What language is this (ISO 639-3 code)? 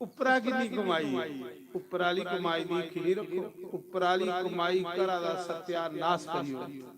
doi